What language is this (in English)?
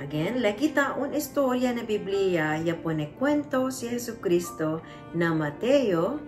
Chavacano